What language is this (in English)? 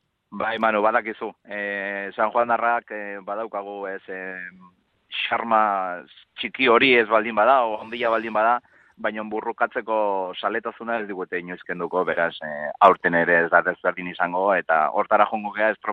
Basque